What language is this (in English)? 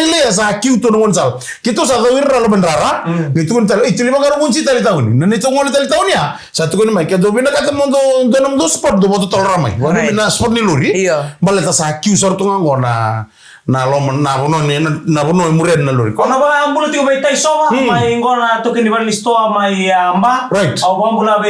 Fijian